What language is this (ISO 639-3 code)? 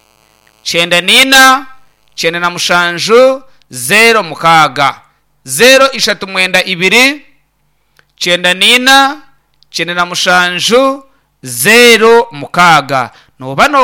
nyn